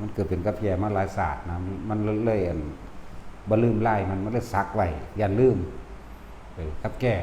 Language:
Northeastern Thai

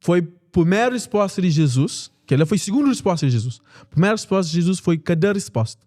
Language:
Kabuverdianu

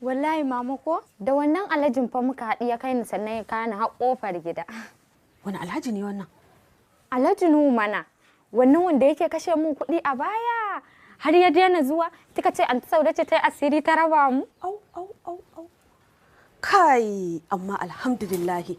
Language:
Hausa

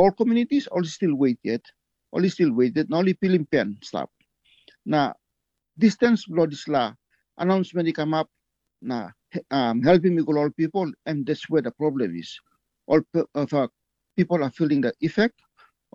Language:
Tok Pisin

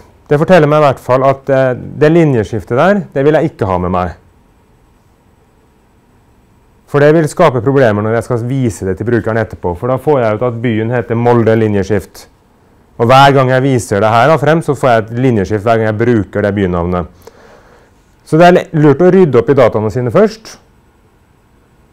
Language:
Norwegian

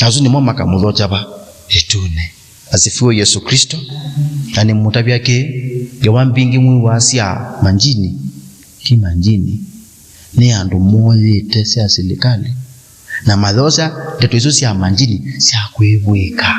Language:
Kamba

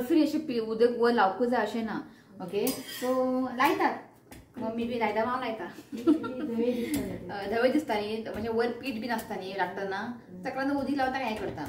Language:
Konkani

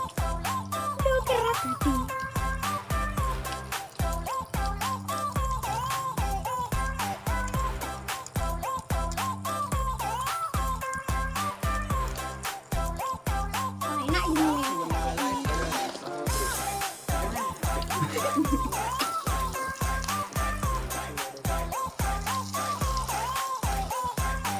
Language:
Indonesian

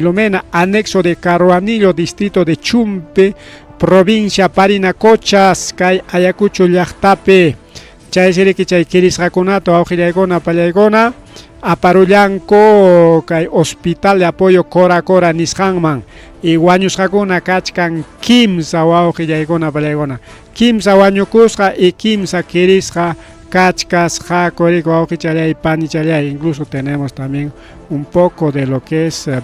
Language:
Ayacucho Quechua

